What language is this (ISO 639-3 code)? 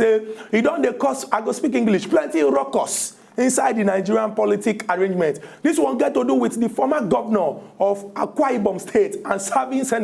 pcm